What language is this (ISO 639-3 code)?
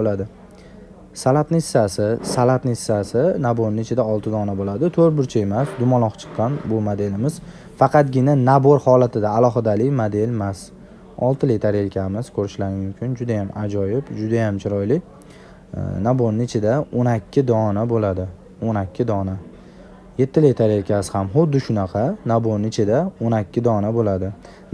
uzb